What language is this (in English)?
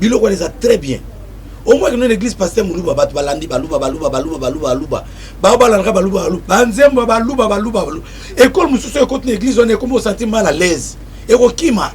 Lingala